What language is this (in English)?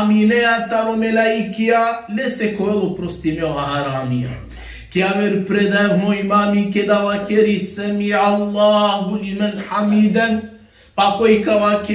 Balkan Romani